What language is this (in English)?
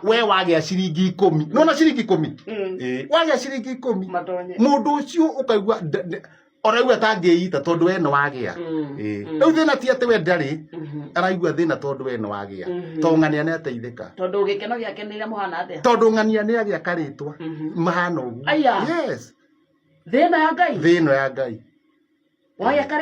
Kikuyu